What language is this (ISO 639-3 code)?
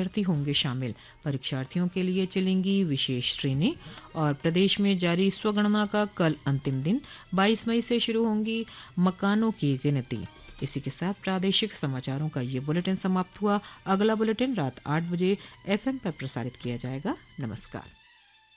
hin